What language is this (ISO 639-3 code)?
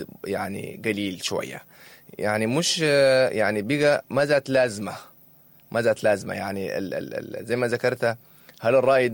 apd